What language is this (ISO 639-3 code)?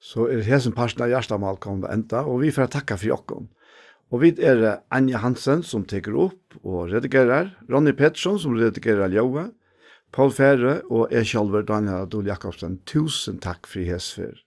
fao